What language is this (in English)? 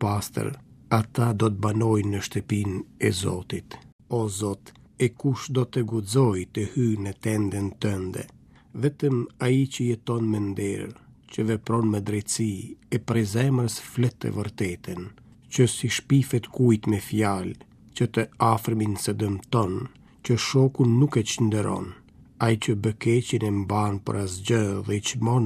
Albanian